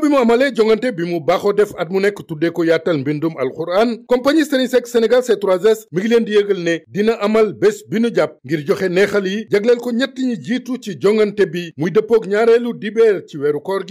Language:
Wolof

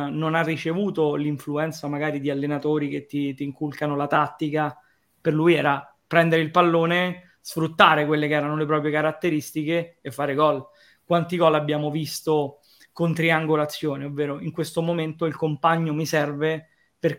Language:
Italian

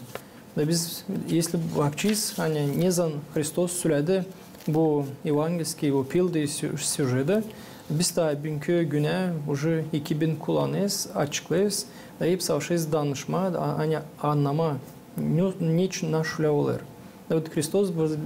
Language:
Gagauz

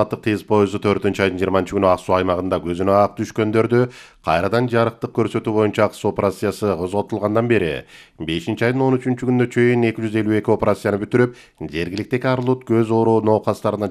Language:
Kyrgyz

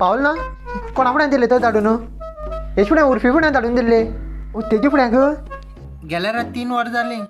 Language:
Konkani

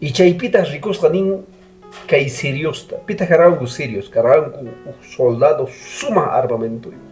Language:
Quechua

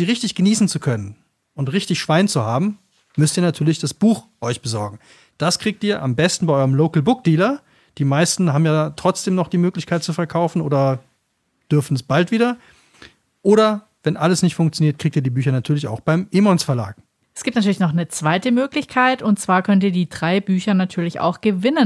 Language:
German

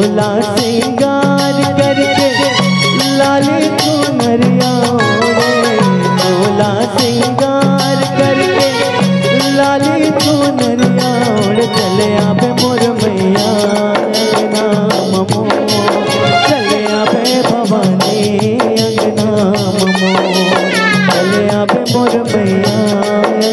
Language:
Chhattisgarhi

